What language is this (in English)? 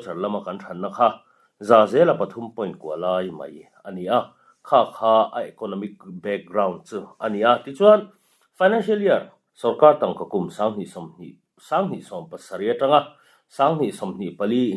Mizo